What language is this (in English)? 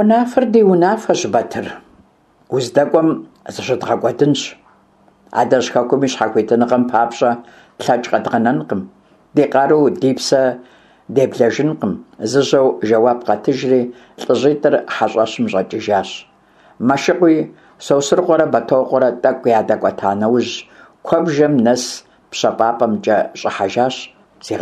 Kabardian